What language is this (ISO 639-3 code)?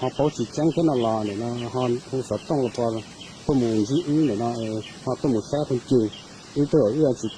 hmn